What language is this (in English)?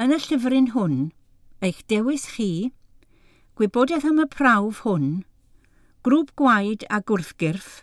Welsh